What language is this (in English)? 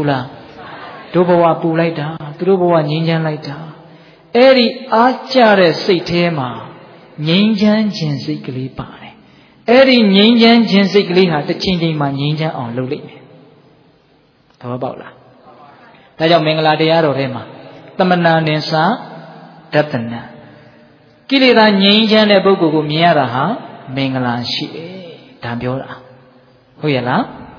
Burmese